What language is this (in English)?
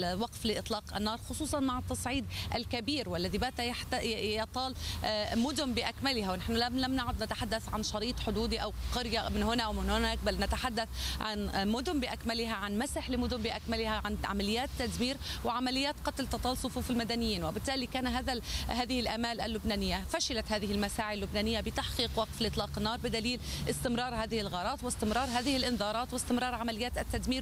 Arabic